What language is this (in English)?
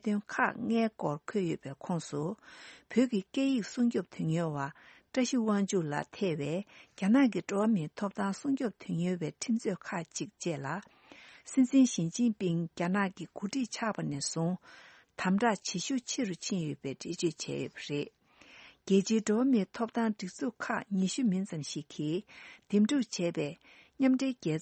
Tibetan